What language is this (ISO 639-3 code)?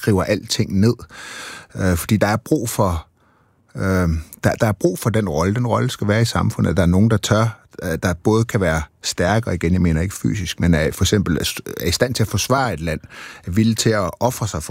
dan